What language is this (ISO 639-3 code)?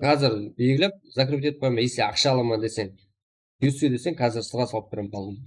kaa